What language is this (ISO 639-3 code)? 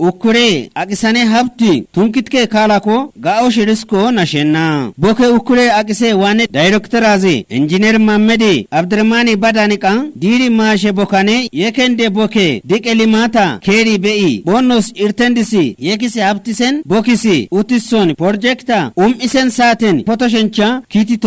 kbr